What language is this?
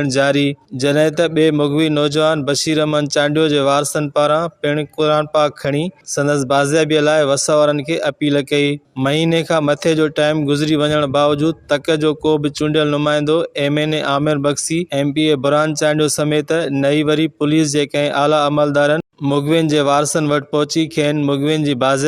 Sindhi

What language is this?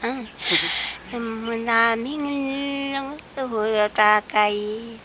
Taroko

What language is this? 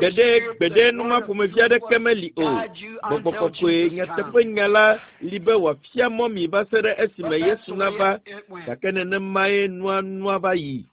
Ewe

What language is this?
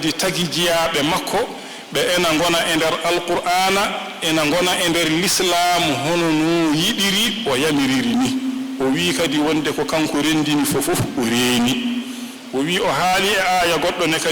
Fula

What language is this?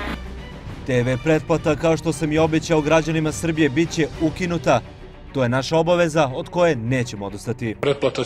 Serbian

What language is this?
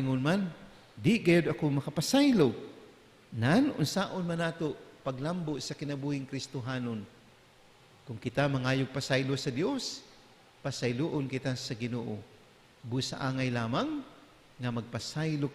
Cebuano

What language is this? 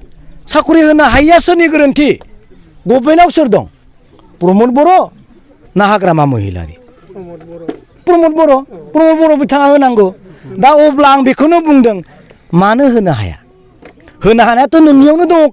Bodo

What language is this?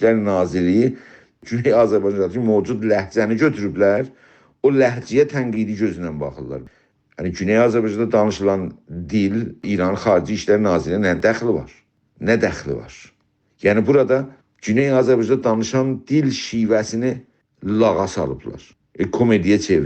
South Azerbaijani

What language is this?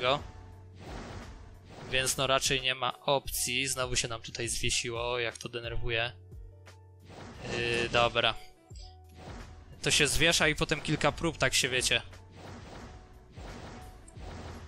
Polish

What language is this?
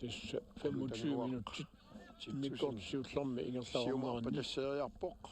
Kalaallisut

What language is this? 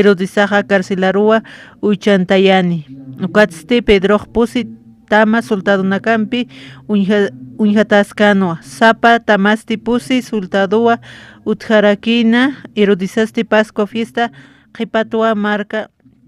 Aymara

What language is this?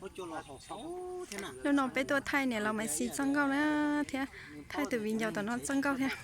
Hmong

